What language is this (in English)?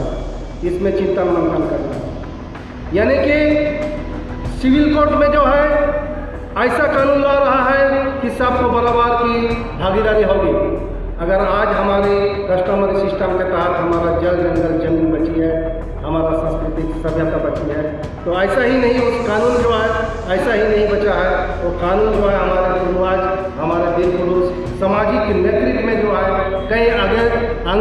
Santali